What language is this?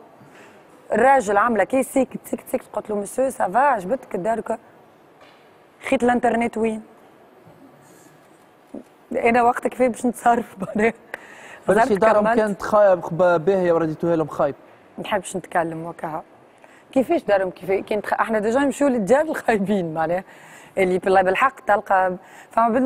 Tunisian Arabic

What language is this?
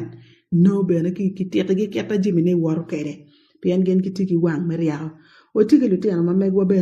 Acoli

